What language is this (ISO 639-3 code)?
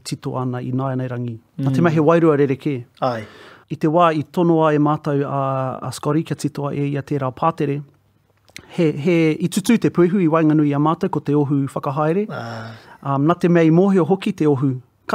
mri